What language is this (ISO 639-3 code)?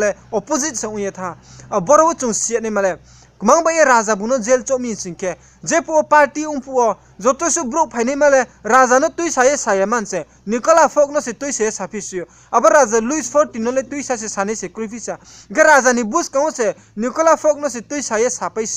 ria